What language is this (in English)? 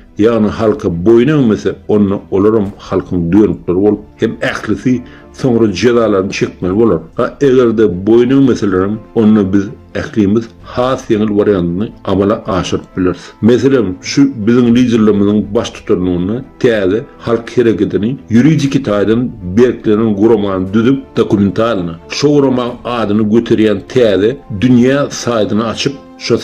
Turkmen